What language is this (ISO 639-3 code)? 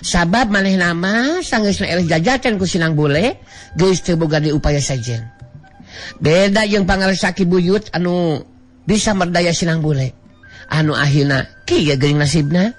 sun